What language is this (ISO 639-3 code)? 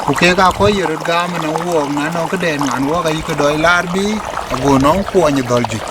din